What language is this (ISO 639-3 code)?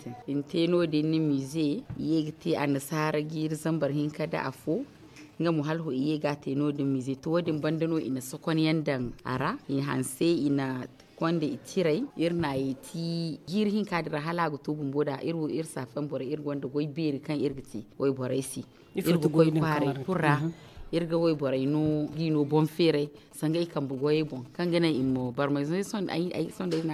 dje